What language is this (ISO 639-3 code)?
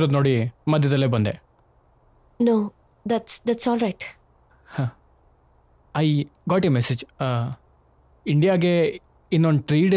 kan